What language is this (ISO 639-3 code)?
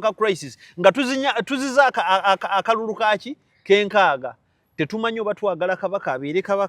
lug